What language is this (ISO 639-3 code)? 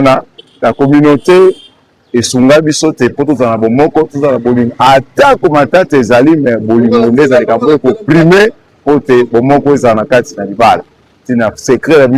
lin